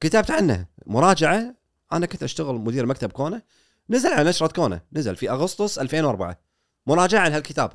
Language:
Gulf Arabic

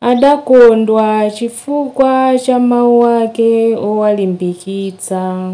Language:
Nyanja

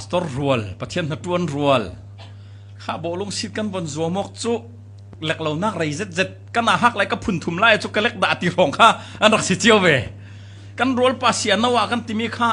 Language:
Falam Chin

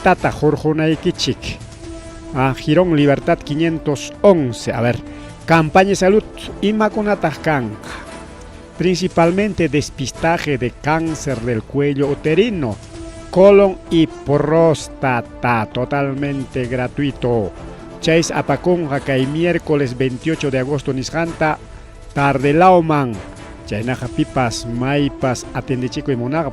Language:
Ayacucho Quechua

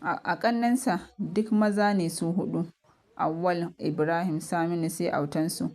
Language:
Hausa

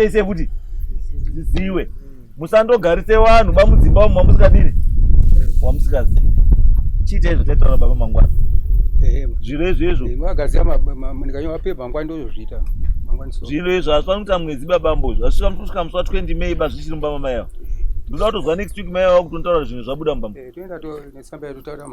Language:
Shona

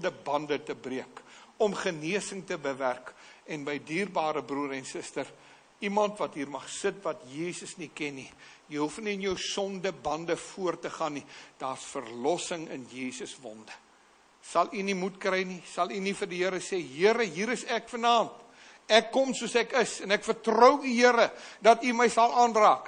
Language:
Afrikaans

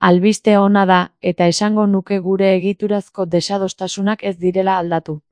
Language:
Basque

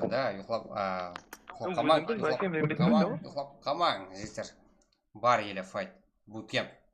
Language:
Kara-Kalpak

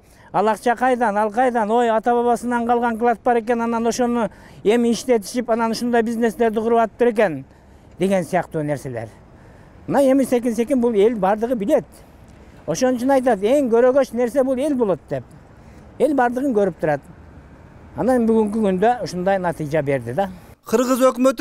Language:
Kyrgyz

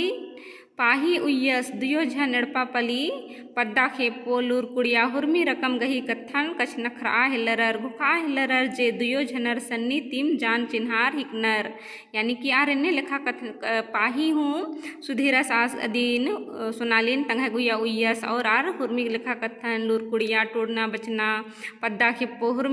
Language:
Kurukh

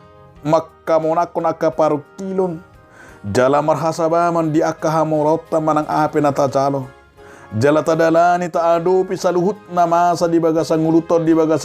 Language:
Batak Toba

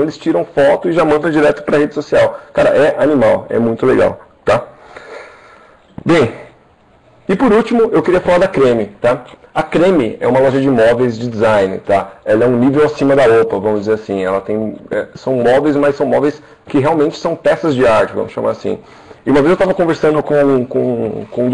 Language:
Portuguese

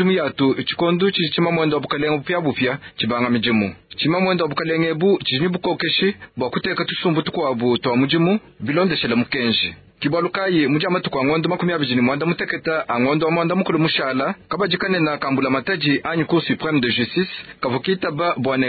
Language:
Luba-Lulua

